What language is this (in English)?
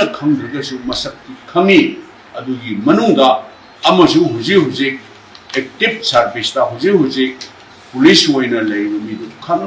Manipuri